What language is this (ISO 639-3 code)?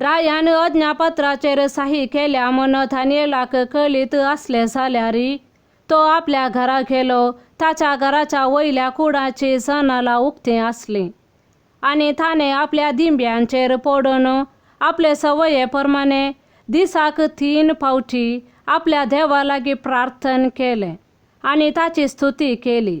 kok